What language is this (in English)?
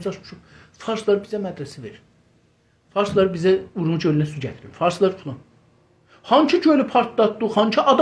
South Azerbaijani